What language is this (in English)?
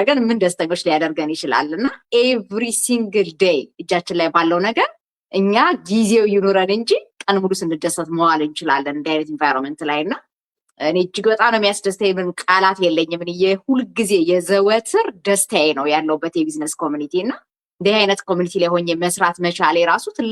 Amharic